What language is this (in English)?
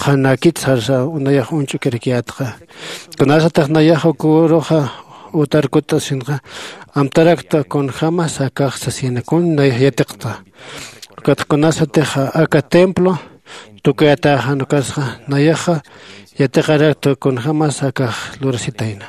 Aymara